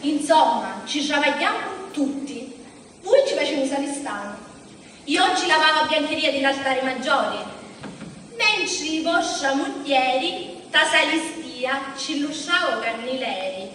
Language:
Sicilian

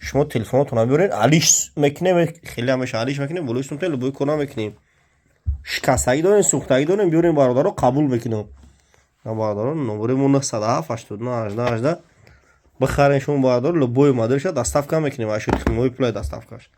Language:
Tajik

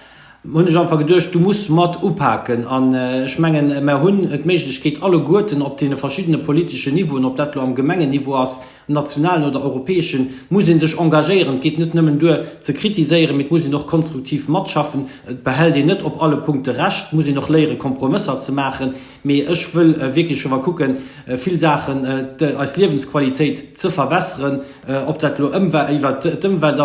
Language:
Luxembourgish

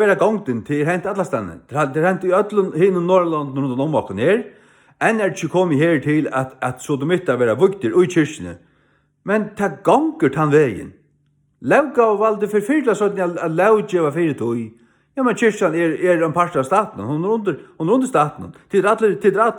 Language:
Faroese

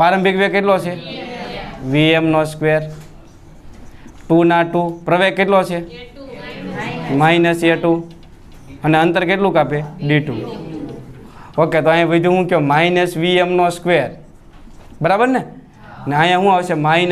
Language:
Gujarati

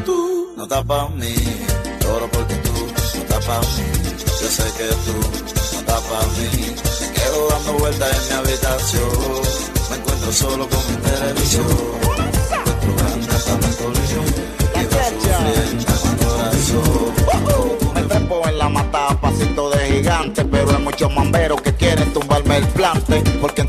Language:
Spanish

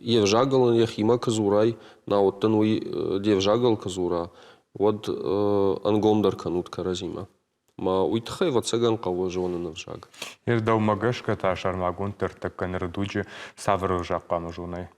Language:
Ossetic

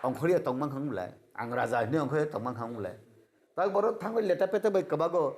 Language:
Kok Borok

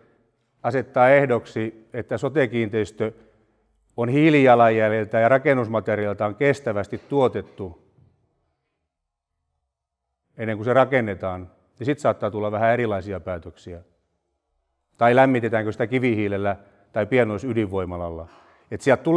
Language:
Finnish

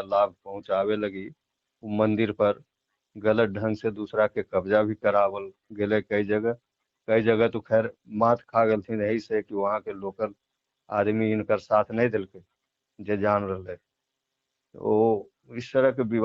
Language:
Magahi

